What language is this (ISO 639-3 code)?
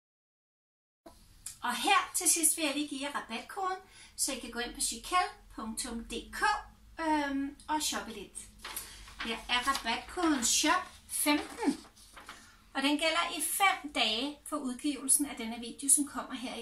dan